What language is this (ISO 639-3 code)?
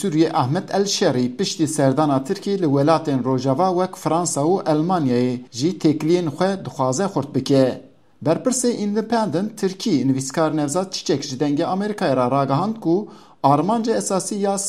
kur